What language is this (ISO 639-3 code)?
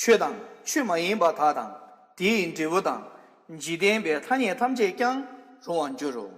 bod